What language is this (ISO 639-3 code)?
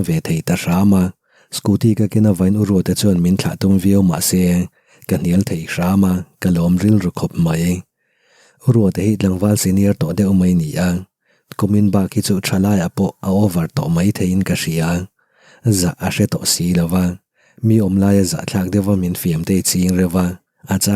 lus